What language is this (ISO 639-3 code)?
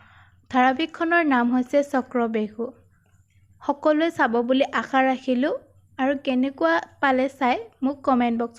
asm